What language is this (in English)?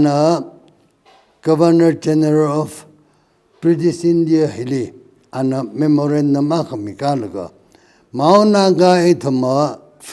Tangkhul Naga (India)